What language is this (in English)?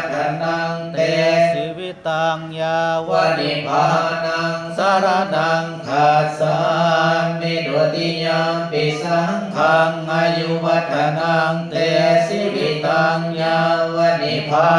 Pali